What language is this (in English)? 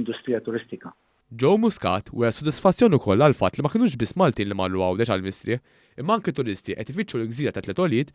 Maltese